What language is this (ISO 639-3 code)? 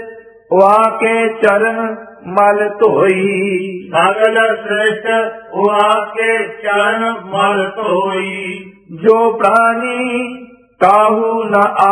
pan